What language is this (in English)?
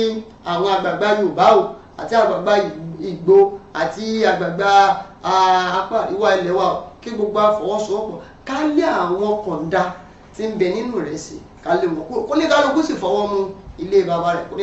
Yoruba